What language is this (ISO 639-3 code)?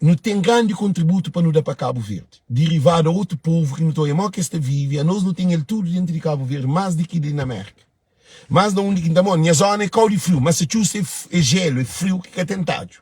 kea